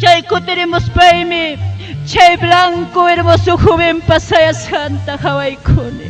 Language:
Ayacucho Quechua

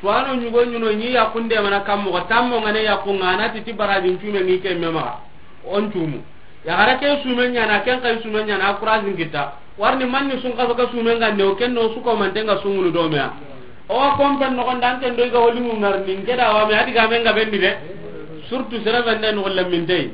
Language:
Soninke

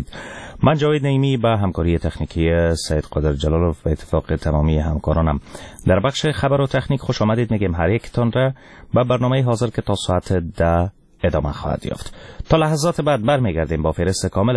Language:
Persian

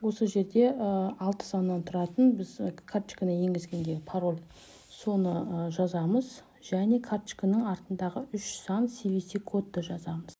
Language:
Kazakh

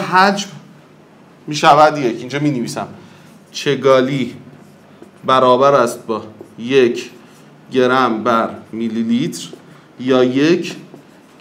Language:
Persian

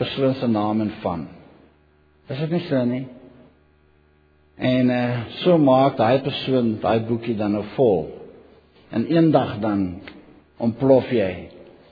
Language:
Afrikaans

